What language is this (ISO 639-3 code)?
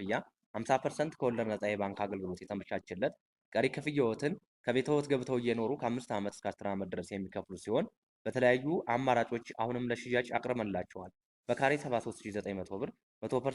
amh